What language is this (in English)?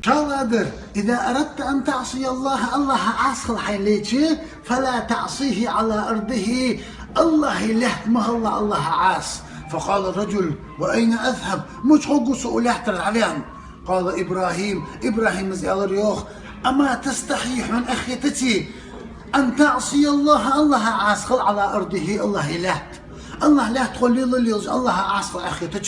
Chechen